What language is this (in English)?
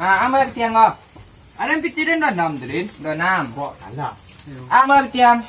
Minangkabau